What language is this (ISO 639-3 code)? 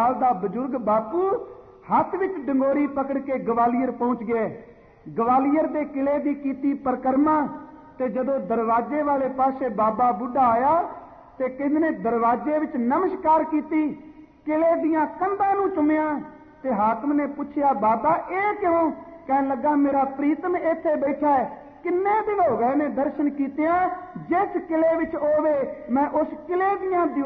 pan